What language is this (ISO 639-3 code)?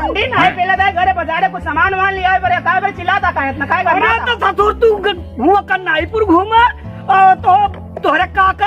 awa